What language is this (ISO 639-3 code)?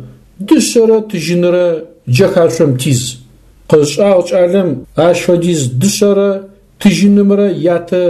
ady